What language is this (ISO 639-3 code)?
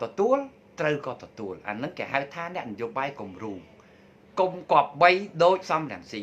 khm